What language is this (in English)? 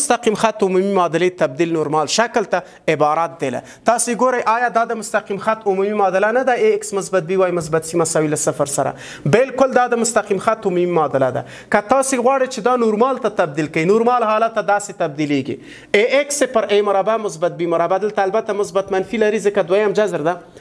Pashto